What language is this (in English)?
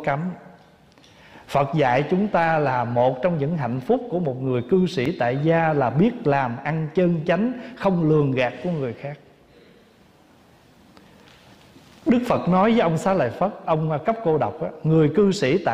Vietnamese